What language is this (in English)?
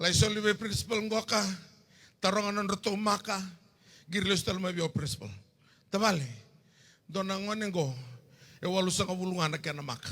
Fijian